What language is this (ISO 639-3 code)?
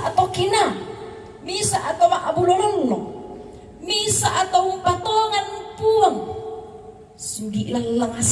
sda